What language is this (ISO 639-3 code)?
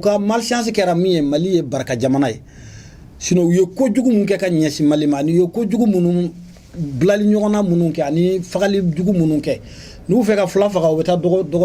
bam